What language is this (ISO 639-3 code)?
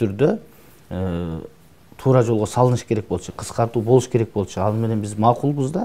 kir